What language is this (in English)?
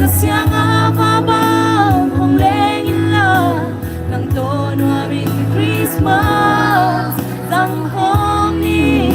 Paite Chin